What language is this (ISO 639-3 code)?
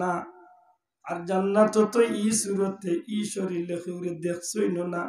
syl